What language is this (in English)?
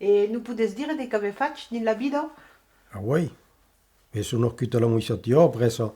Occitan